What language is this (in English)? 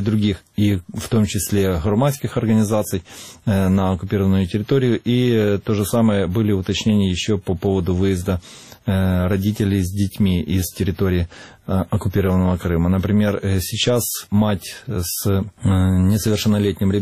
Russian